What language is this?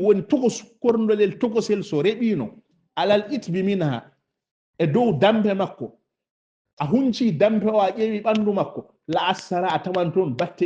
Fula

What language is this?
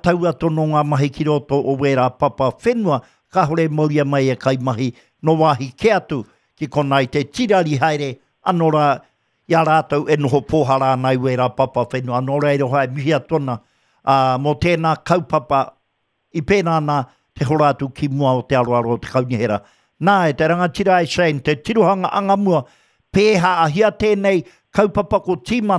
Māori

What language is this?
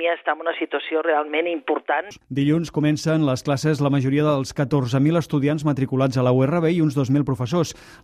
Catalan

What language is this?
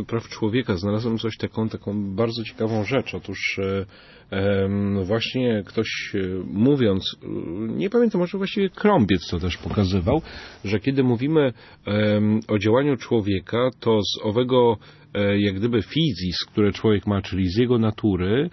Polish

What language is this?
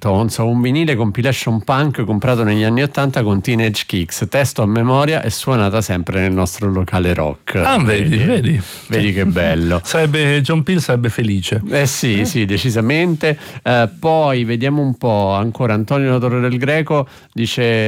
Italian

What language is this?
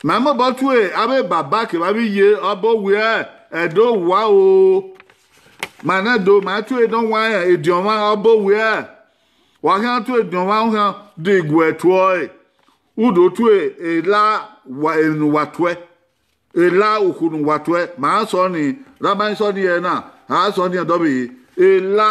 Bini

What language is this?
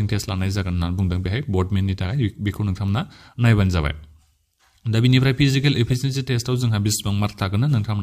Bodo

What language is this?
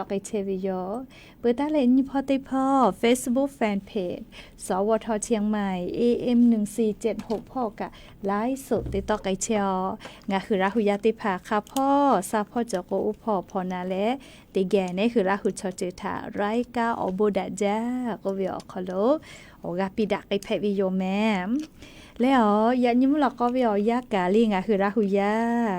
Lahu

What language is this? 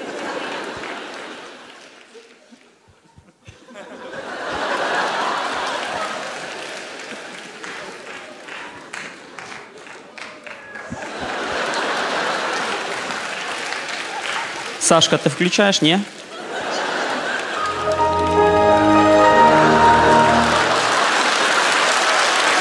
Ukrainian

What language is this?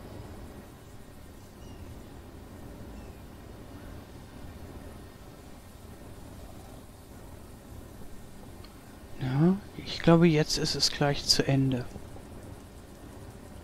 German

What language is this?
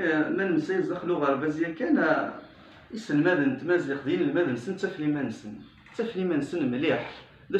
Kabyle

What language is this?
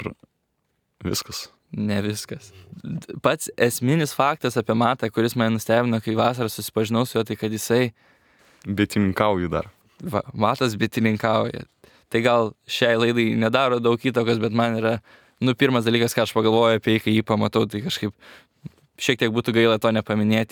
Lithuanian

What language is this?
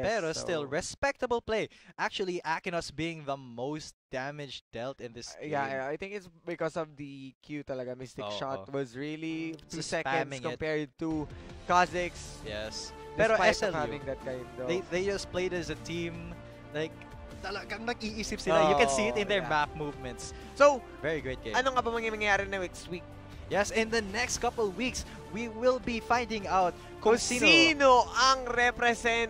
Filipino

